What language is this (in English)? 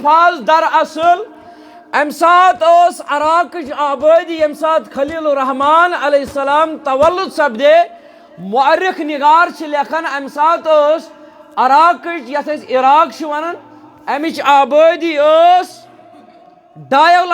Kashmiri